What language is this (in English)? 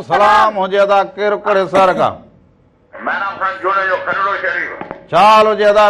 Sindhi